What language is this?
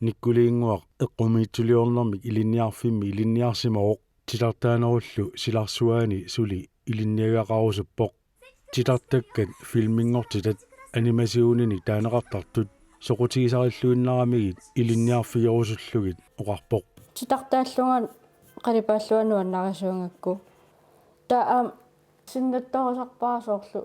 Kalaallisut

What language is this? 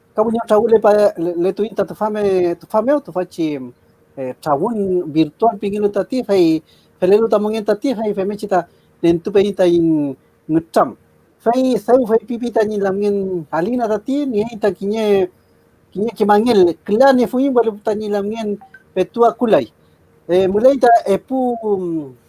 Mapuche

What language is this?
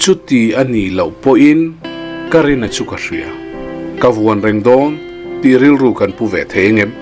Mizo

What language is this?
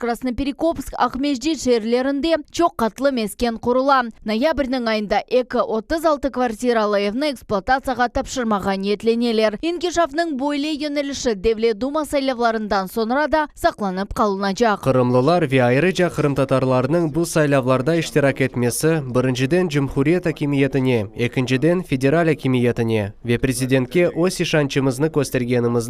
Crimean Tatar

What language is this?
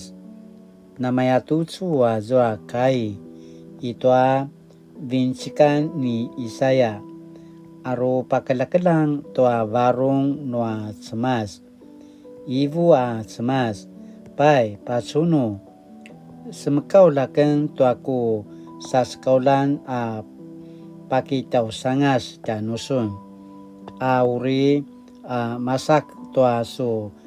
Paiwan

